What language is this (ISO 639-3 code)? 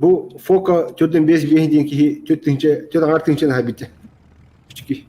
sah